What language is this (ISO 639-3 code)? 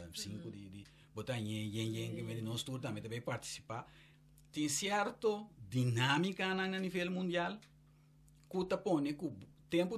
pap